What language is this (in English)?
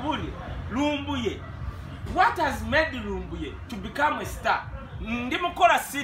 Ganda